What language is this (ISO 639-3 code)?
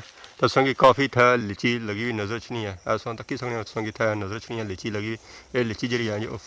phr